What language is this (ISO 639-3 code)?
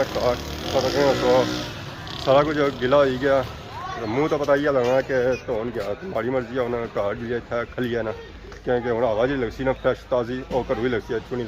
phr